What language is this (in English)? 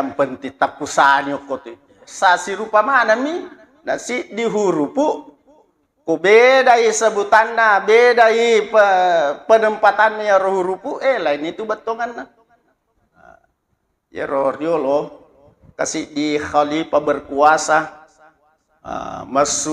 Buginese